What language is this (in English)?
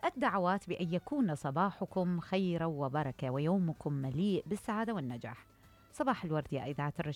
Mesopotamian Arabic